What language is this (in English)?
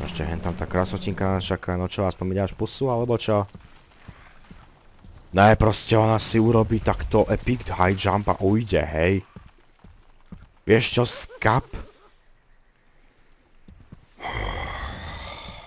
Slovak